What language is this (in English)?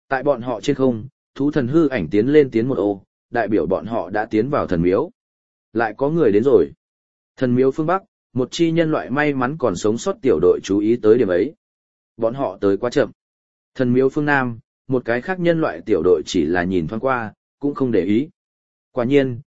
Vietnamese